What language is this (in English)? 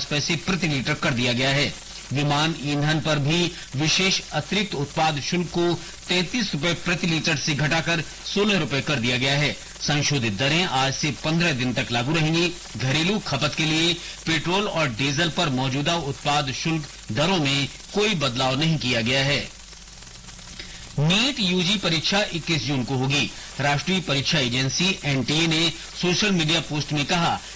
Hindi